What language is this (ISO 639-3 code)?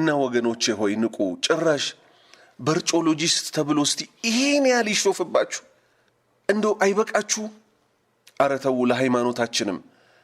amh